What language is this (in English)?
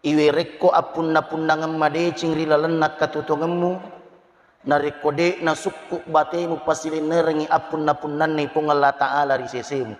Buginese